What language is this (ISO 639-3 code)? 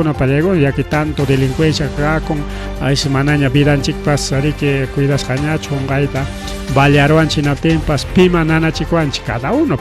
quy